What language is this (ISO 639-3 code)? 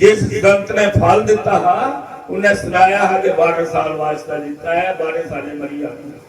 doi